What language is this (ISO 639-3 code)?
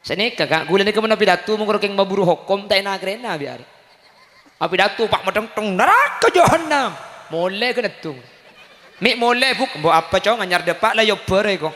mad